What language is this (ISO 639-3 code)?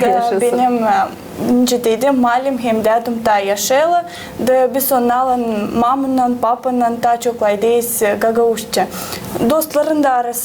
gag